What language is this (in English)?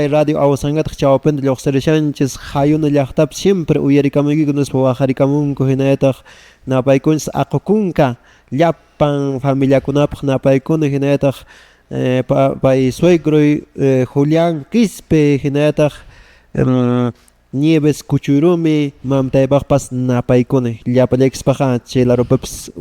Quechua